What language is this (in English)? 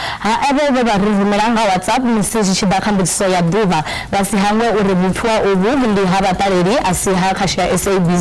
Venda